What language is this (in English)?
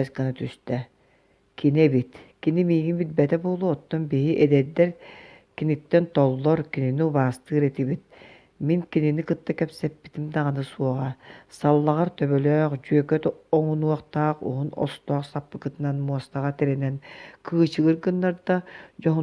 Yakut